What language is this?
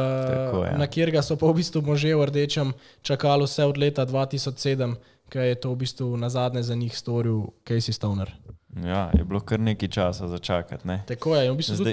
Slovenian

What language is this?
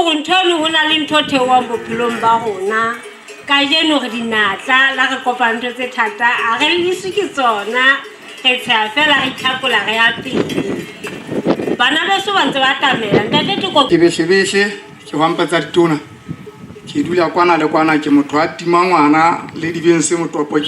Southern Sotho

